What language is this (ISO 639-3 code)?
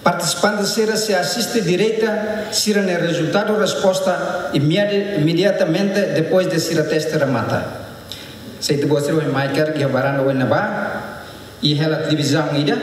tet